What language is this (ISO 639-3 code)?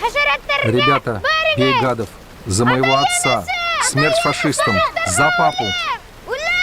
bak